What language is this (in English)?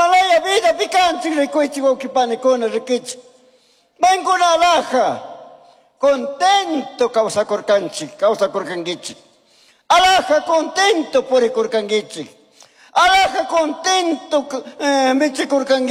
Chimborazo Highland Quichua